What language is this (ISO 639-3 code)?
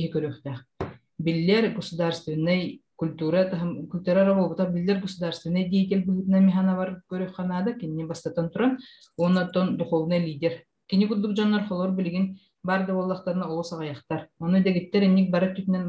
sah